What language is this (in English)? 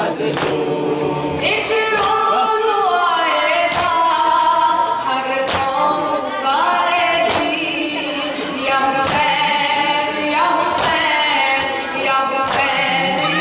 Urdu